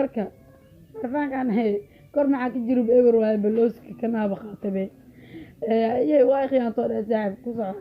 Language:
Somali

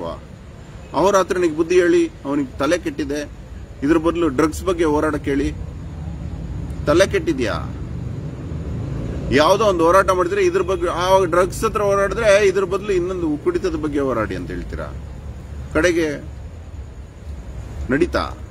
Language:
Kannada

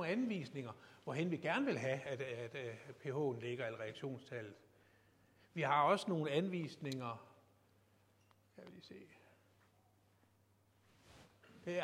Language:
Danish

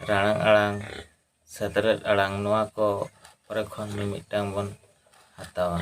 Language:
Santali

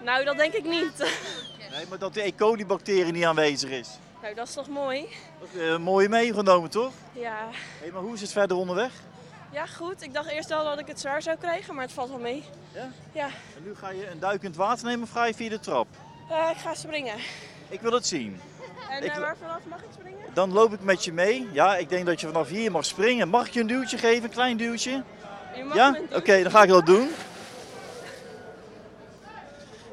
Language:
Dutch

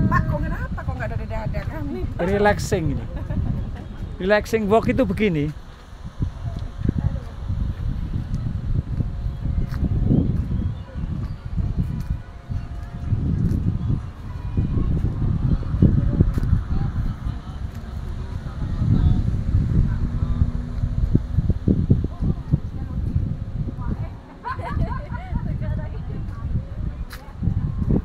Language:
Indonesian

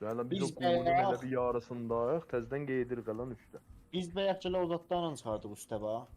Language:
South Azerbaijani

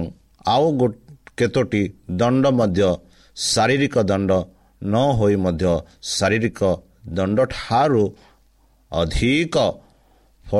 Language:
Odia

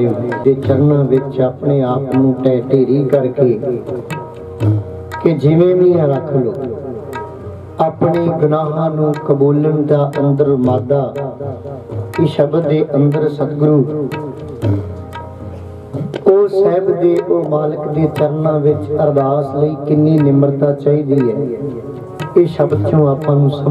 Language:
Punjabi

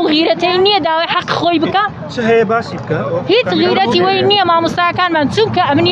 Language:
Central Kurdish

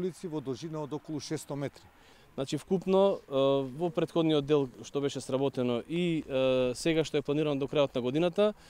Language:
Macedonian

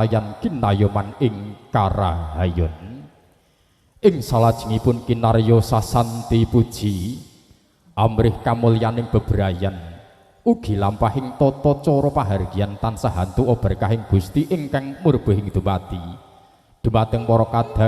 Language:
Javanese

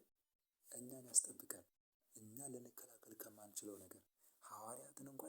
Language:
Amharic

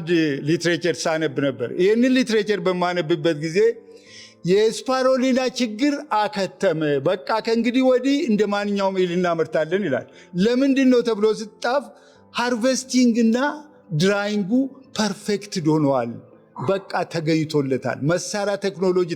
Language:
Amharic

